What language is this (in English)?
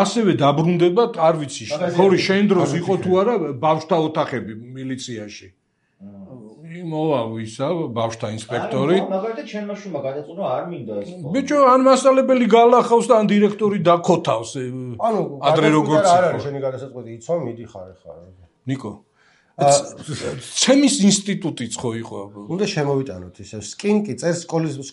Georgian